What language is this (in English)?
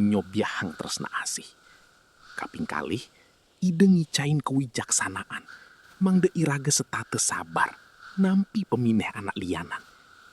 Balinese